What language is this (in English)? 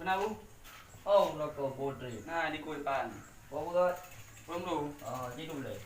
Achinese